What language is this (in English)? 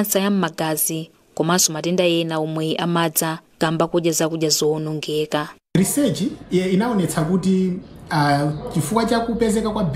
Nyanja